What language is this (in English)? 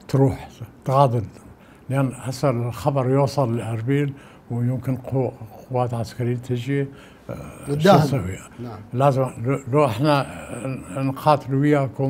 Mesopotamian Arabic